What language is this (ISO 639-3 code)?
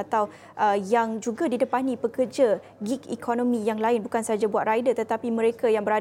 msa